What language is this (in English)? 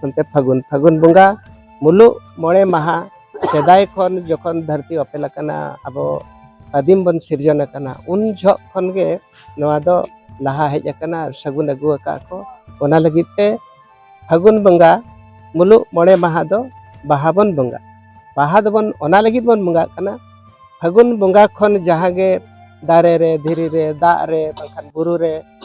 Santali